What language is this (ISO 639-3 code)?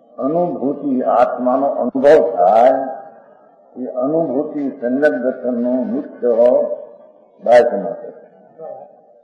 guj